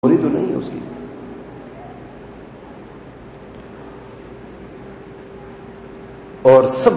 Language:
Urdu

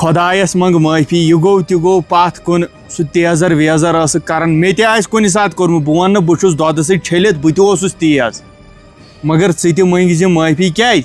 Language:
Kashmiri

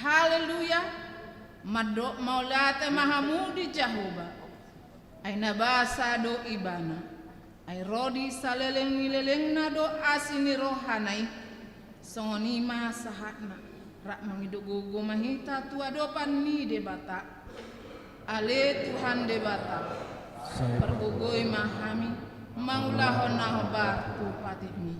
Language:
Batak Toba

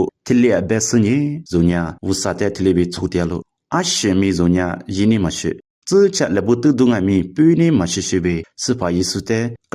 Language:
Lisu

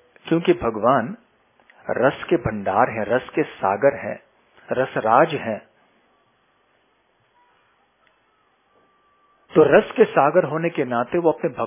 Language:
Hindi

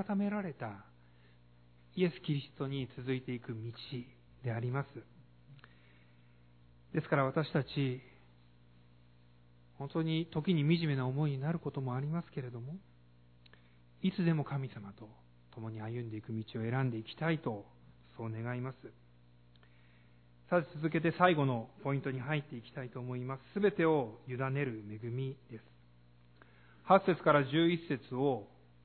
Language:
Japanese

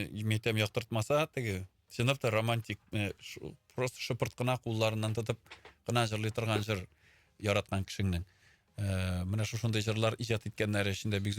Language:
Tatar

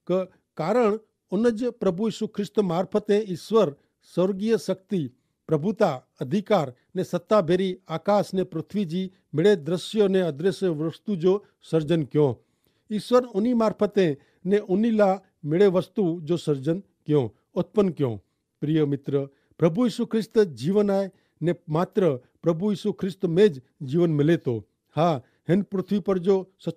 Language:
Kachhi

